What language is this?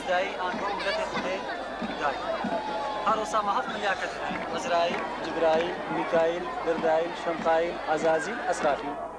Kurdish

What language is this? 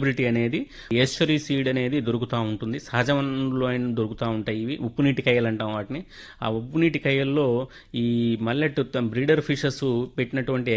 Telugu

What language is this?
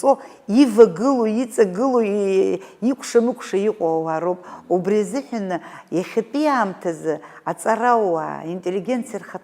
Abkhazian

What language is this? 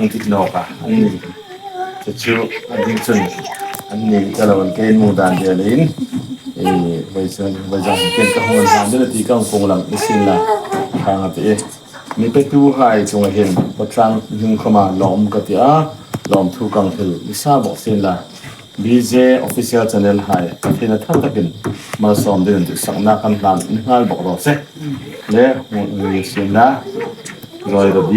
Hmar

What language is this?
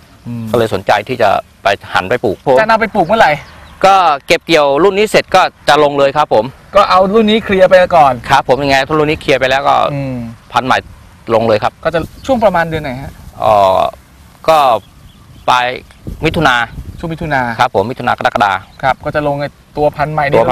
Thai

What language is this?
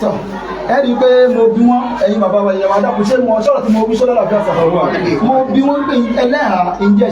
Yoruba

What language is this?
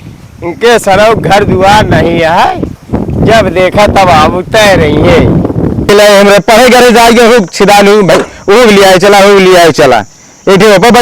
Awadhi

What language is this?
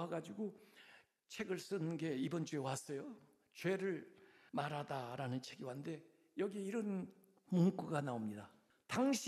Korean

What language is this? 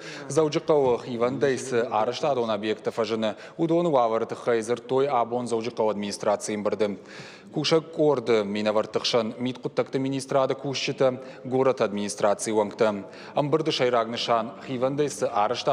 Ossetic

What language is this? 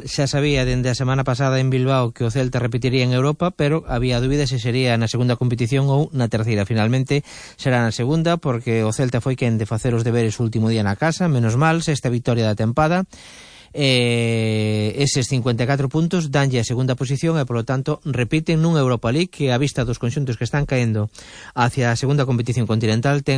Galician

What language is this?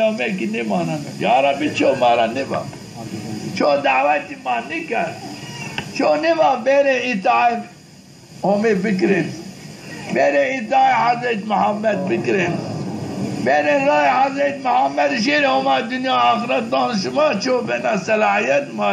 Zaza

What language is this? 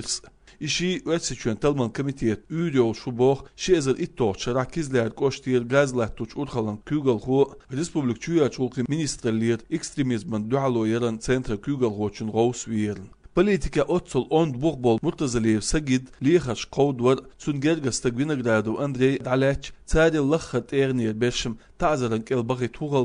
Chechen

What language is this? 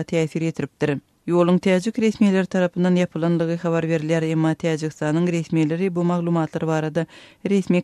Turkmen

